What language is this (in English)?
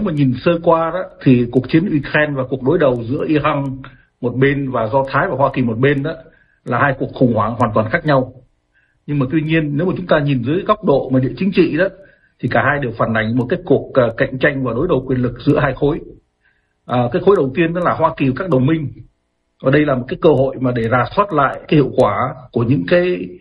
Vietnamese